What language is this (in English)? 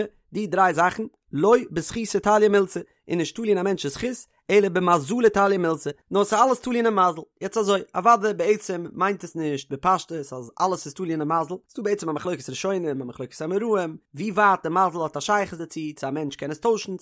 Yiddish